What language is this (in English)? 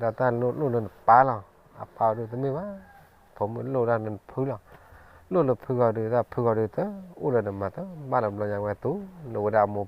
S'gaw Karen